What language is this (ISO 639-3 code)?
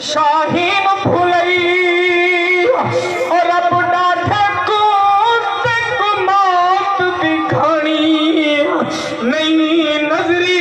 skr